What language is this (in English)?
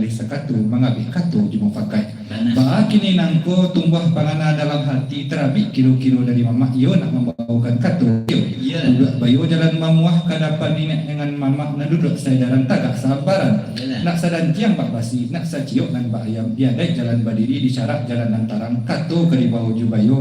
Minangkabau